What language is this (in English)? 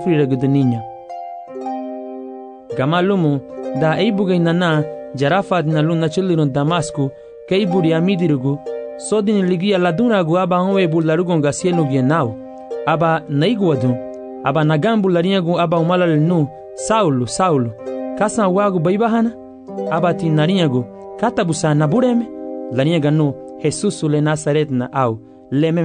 Garifuna